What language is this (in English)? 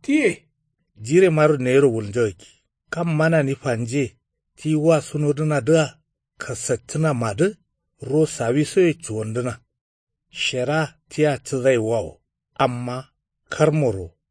Kanuri